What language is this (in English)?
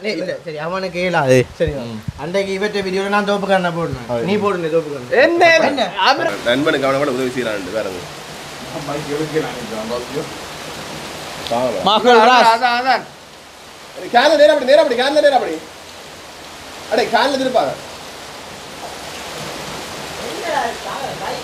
Tamil